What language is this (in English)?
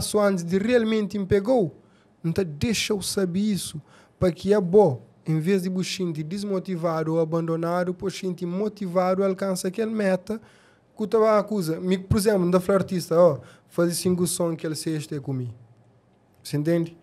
Kabuverdianu